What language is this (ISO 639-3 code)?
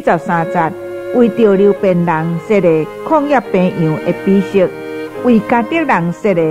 zho